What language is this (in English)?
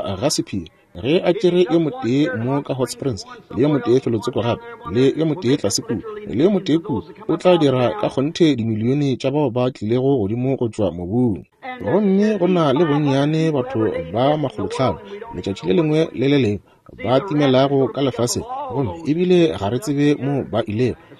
Northern Sotho